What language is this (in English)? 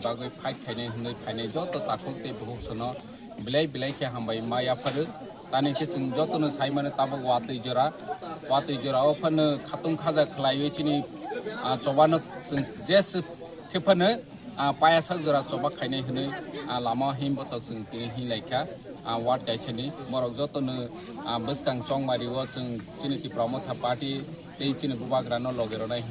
Kok Borok